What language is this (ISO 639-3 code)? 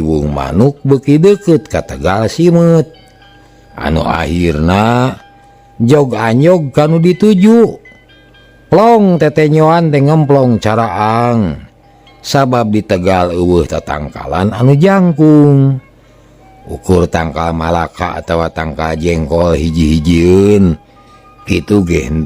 sun